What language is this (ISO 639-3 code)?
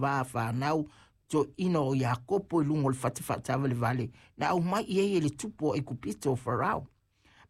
smo